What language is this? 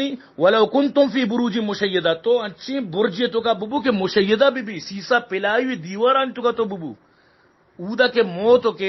Baluchi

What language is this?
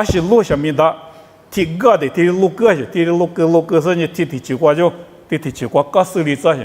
Lisu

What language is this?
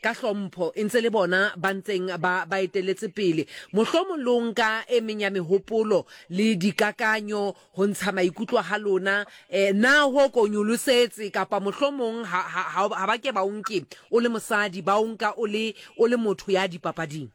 Southern Sotho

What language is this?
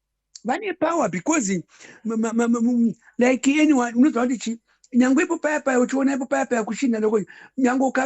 Shona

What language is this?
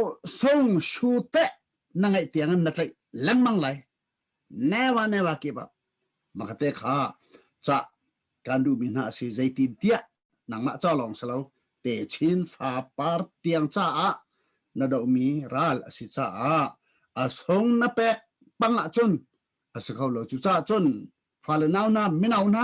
Hakha Chin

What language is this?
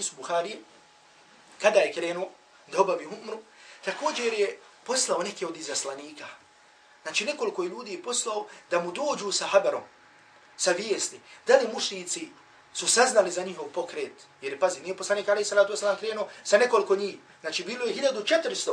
Bosnian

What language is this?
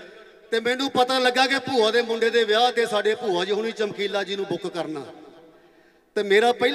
Punjabi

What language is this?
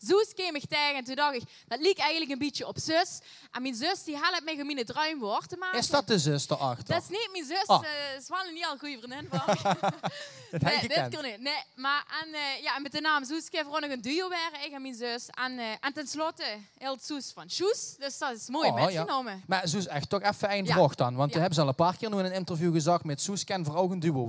Limburgish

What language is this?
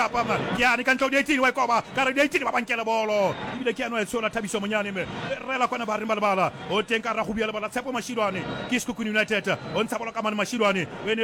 Southern Sotho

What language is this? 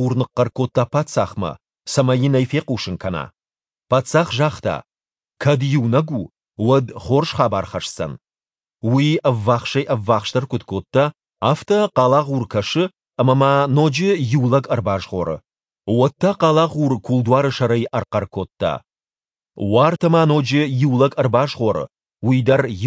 Ossetic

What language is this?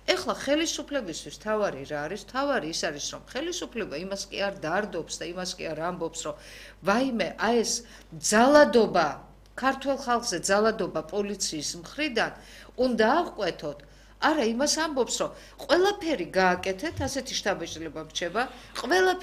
Georgian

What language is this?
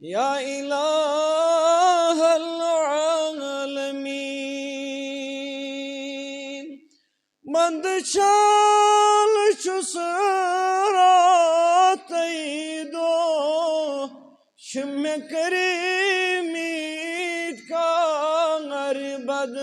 Kashmiri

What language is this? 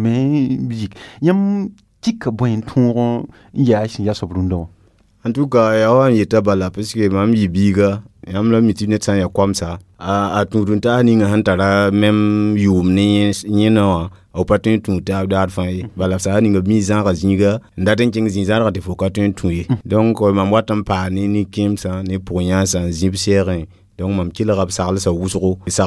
Mossi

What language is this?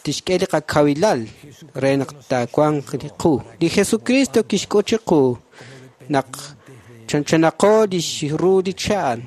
Kekchí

